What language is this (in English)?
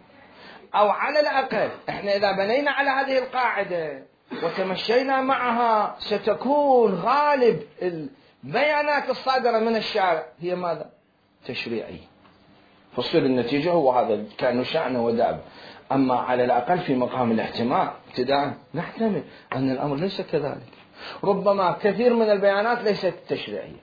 Mesopotamian Arabic